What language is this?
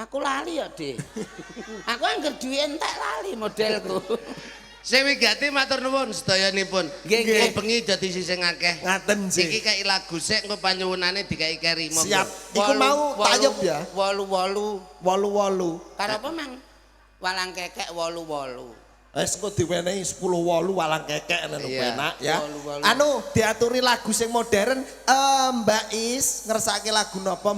Javanese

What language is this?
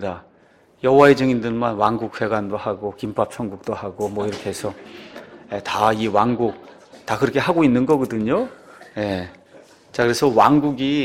Korean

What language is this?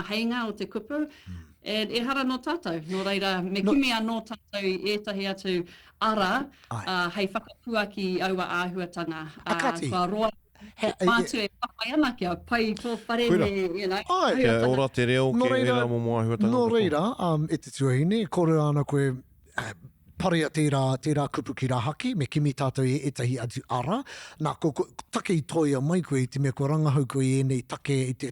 Māori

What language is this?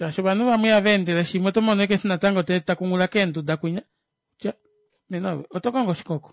Kuanyama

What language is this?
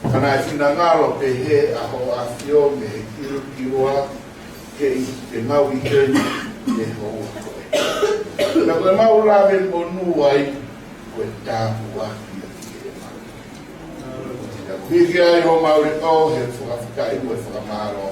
Tongan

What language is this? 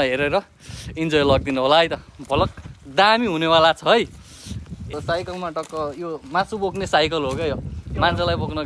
Nepali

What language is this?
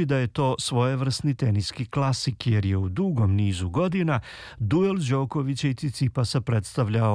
Serbian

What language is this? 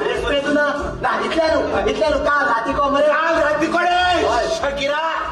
Konkani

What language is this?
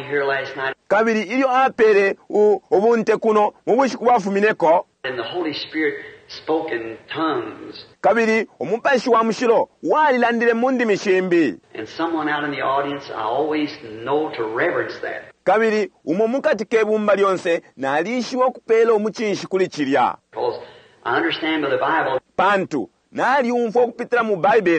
Bemba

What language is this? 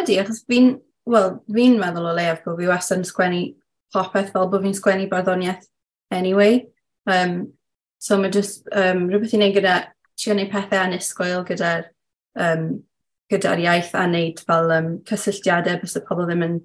Welsh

